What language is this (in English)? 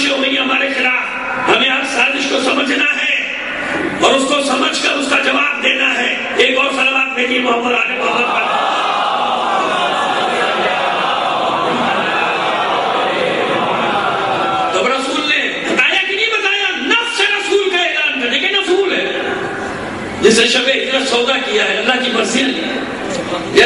Urdu